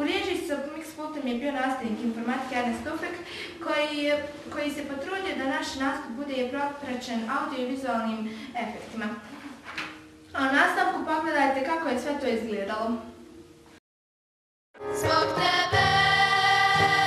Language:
Bosnian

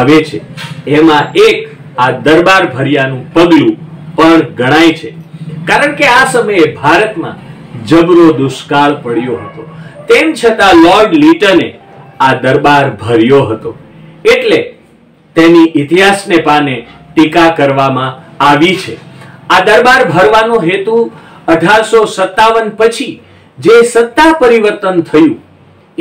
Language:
Gujarati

